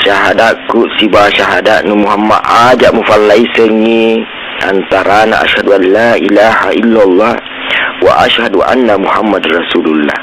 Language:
Buginese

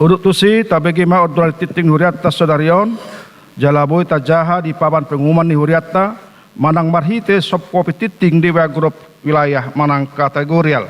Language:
Batak Toba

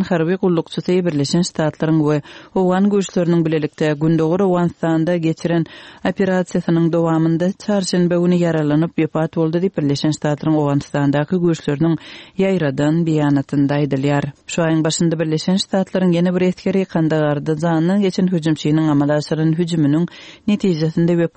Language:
Turkmen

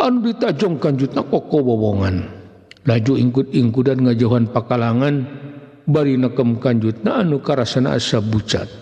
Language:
Sundanese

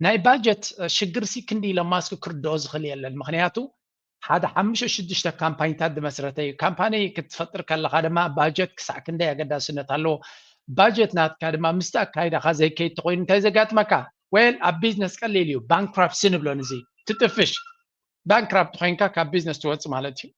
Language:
Tigrinya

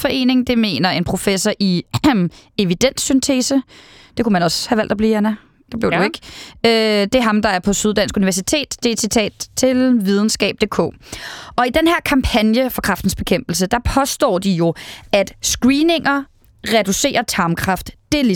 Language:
Danish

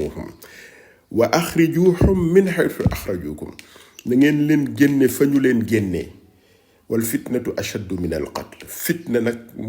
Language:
Wolof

